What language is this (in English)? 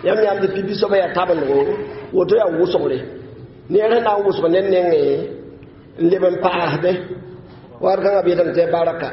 Mossi